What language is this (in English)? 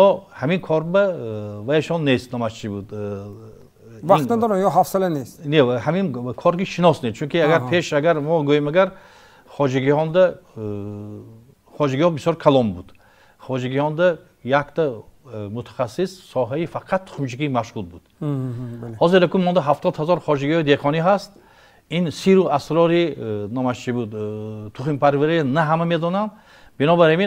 Tajik